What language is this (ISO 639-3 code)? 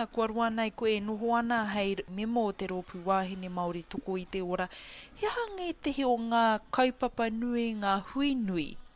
mri